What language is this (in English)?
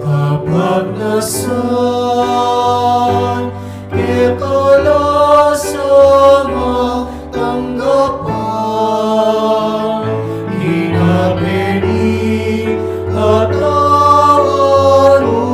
Pampanga